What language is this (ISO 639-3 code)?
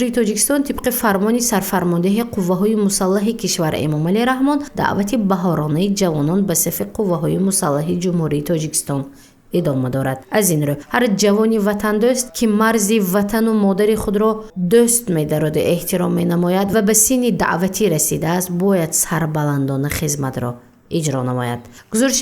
tgk